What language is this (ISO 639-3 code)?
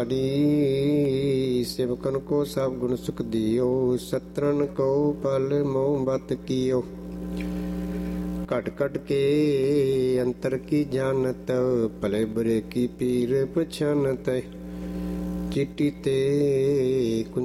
pan